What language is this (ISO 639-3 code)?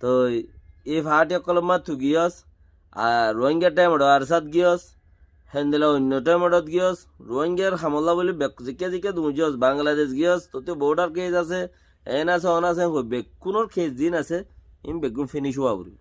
rhg